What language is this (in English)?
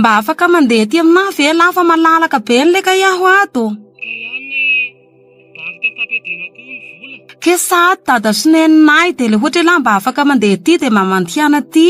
Malagasy